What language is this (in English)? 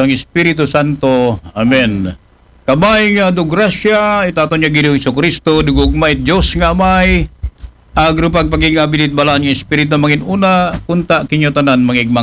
Aklanon